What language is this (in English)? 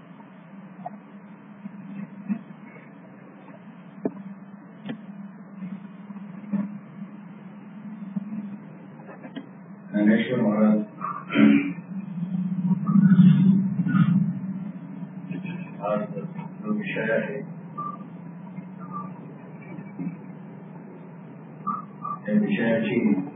Marathi